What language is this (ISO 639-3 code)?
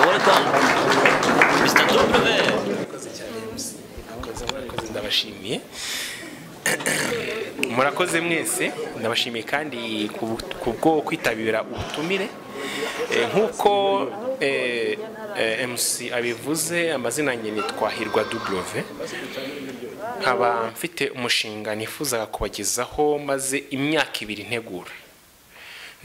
kin